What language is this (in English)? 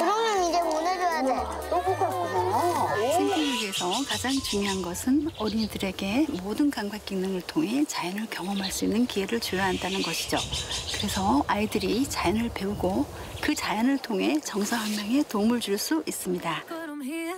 Korean